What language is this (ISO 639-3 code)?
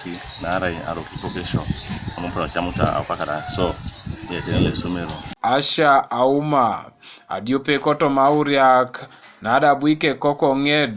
teo